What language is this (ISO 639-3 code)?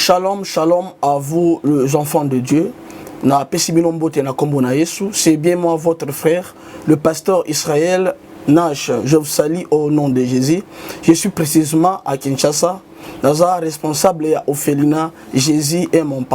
lin